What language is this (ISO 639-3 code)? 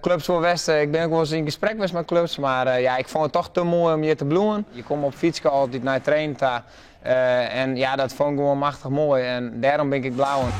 fry